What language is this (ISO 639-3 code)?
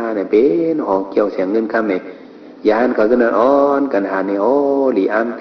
shn